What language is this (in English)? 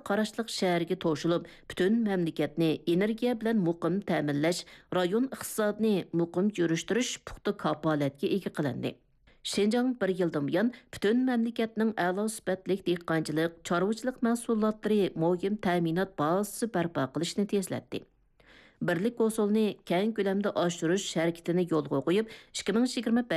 Uyghur